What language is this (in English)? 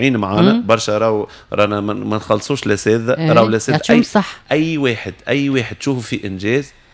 Tunisian Arabic